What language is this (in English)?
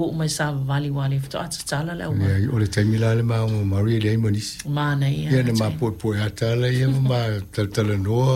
Samoan